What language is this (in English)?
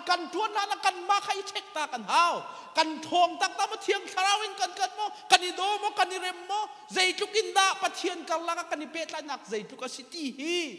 Hakha Chin